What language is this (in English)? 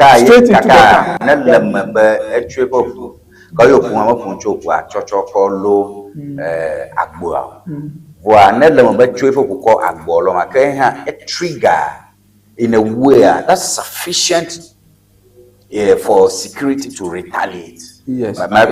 Ewe